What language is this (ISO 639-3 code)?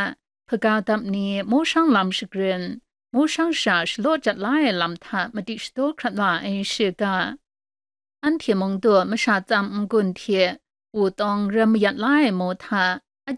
kac